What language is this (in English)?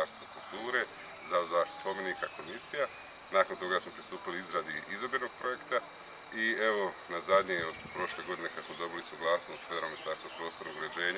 Bosnian